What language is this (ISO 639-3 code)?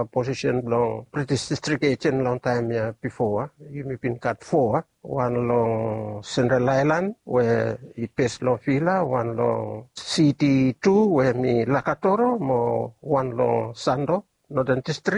bis